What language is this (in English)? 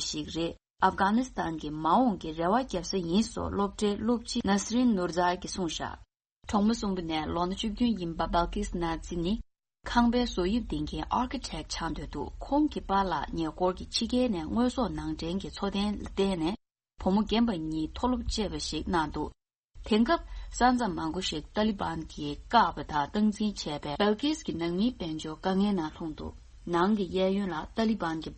Tibetan